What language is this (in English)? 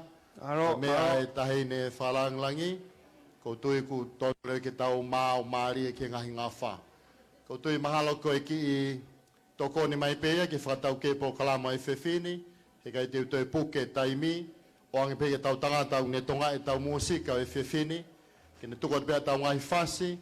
Tongan